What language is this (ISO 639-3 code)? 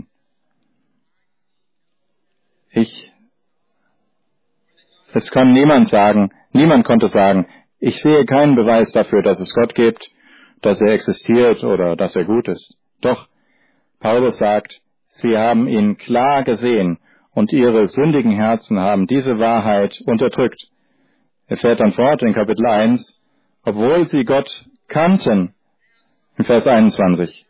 deu